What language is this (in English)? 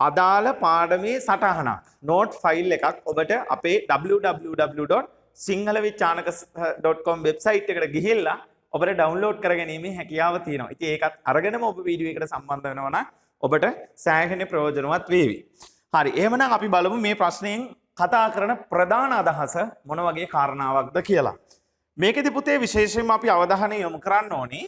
Sinhala